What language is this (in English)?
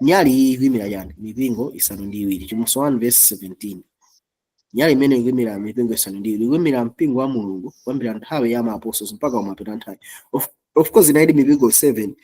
Nyanja